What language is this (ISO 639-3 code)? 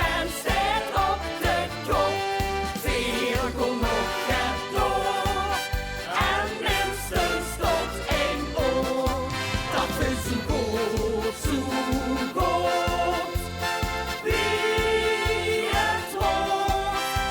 lim